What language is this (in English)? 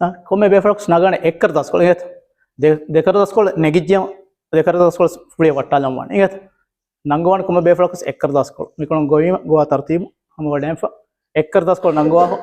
Divehi